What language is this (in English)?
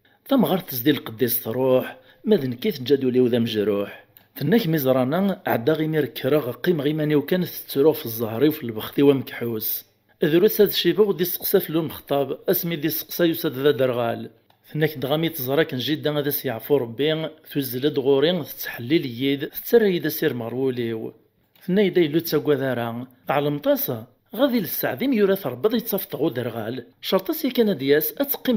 Kabyle